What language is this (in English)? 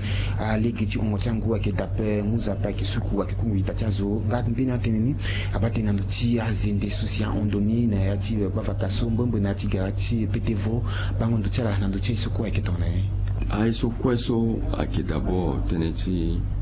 Sango